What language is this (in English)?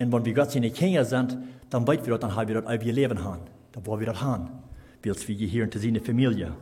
Plautdietsch